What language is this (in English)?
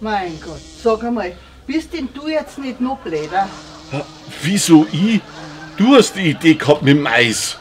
Bavarian